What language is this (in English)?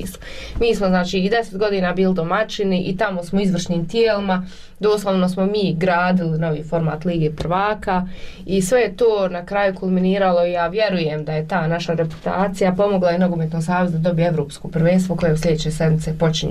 Bosnian